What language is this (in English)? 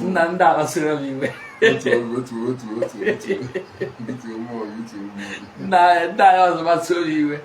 Igbo